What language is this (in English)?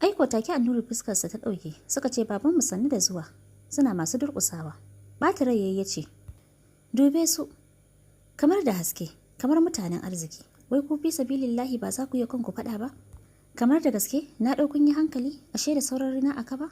Hausa